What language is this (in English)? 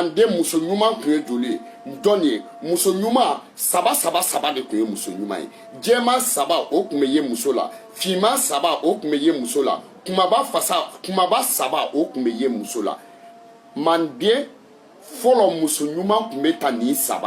Bambara